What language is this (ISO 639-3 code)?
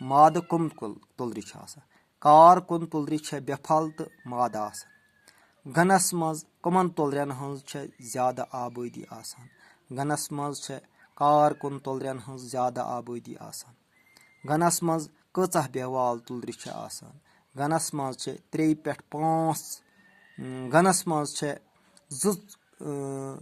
kas